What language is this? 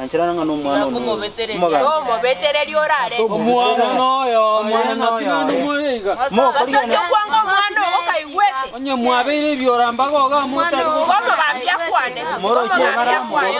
Gusii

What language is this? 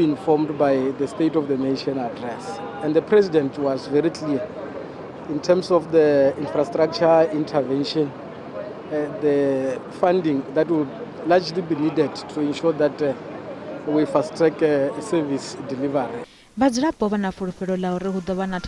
Venda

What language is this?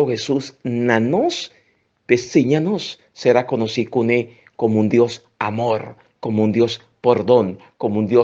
Papiamento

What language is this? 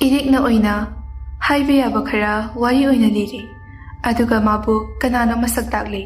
Manipuri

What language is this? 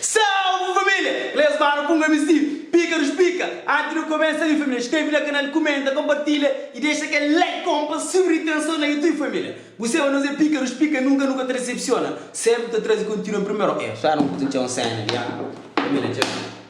Kabuverdianu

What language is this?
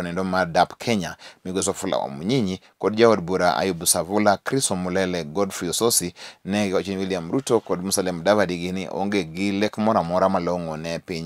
Luo (Kenya and Tanzania)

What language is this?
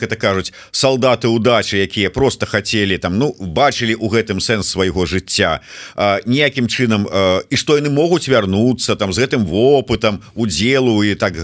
Belarusian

